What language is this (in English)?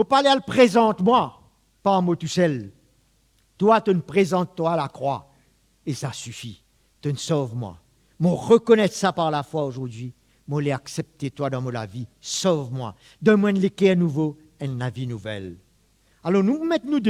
Morisyen